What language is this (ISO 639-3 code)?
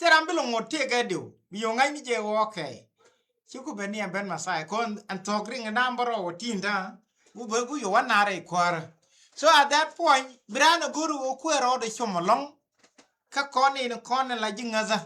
nus